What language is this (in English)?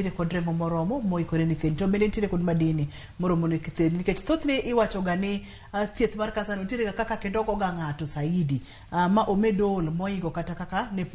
Luo (Kenya and Tanzania)